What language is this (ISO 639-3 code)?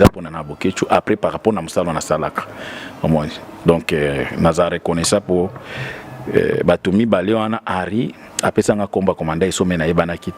lin